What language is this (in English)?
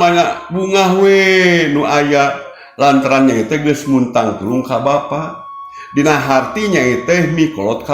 Sundanese